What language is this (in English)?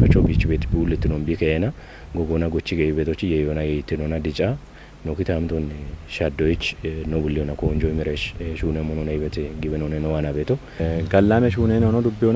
Kafa